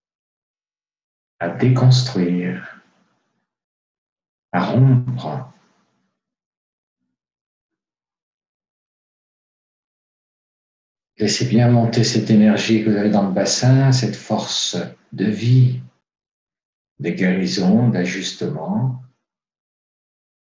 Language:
French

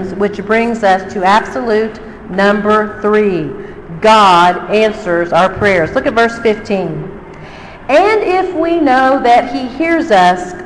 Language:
English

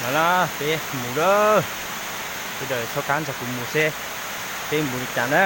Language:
Hmong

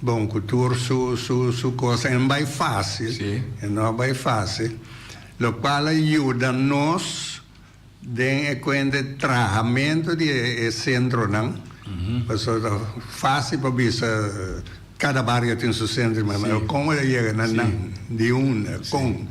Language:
Papiamento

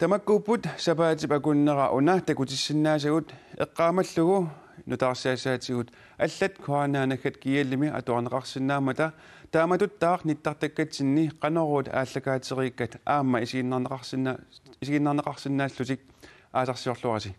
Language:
Kalaallisut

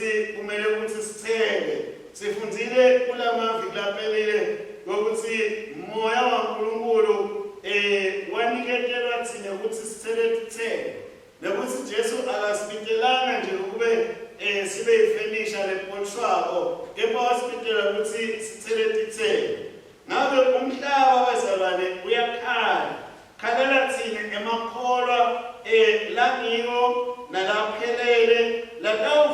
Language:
Swati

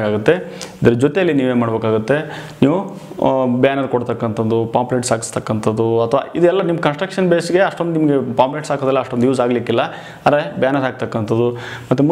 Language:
Kannada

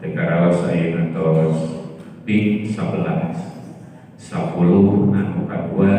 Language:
Sundanese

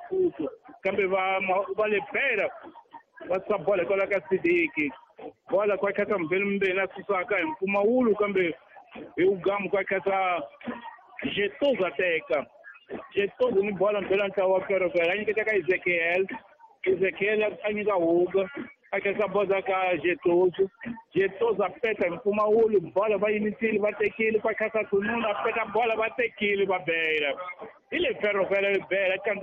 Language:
Tsonga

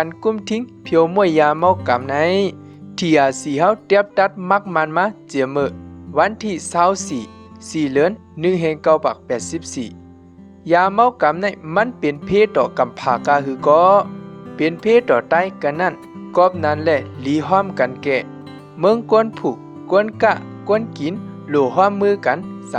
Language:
Shan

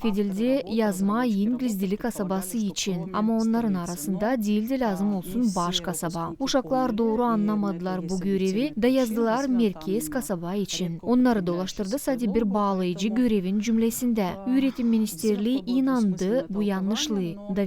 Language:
Gagauz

